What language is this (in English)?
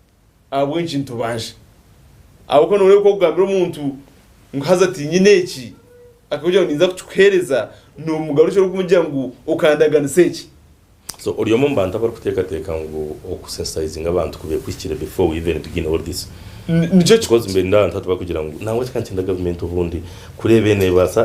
Nyankole